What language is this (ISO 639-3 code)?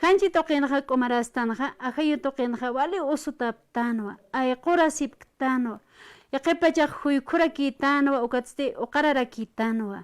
aym